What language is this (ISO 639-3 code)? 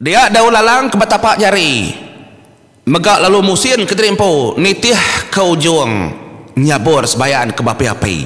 iba